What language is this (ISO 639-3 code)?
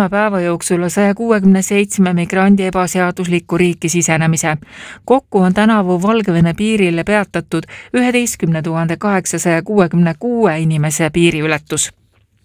est